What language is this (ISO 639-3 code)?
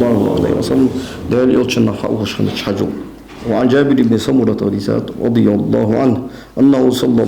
inh